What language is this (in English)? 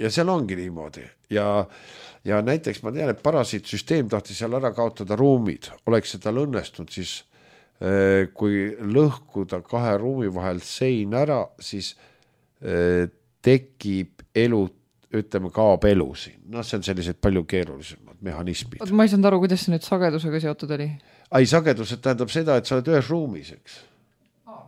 Estonian